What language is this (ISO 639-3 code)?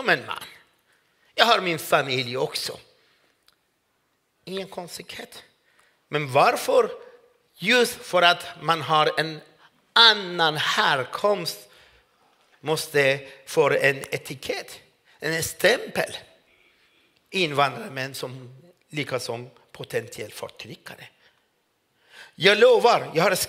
swe